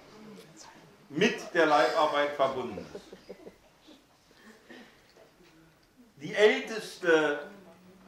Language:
German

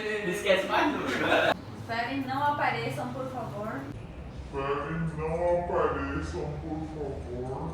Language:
Guarani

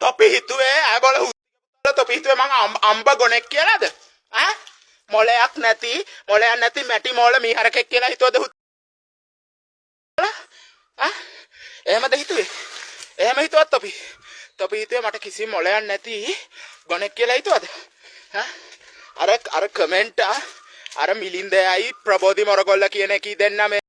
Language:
Sinhala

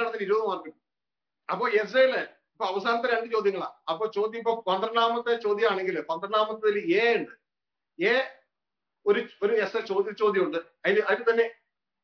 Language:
Malayalam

